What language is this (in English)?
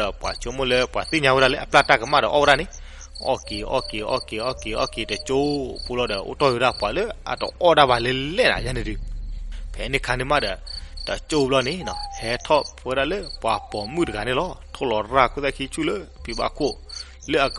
S'gaw Karen